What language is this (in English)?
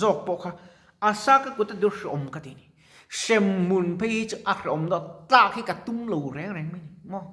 Mizo